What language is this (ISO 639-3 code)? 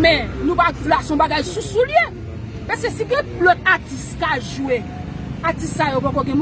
hat